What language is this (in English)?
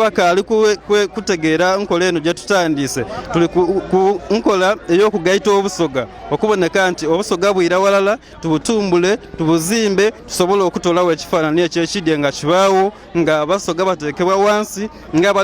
Soga